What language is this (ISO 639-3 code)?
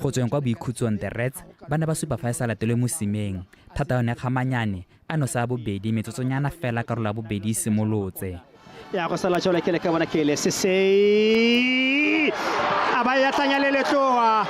tsn